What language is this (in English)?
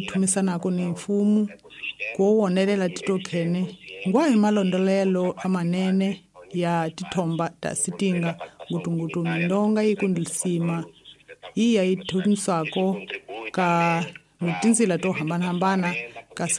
Tsonga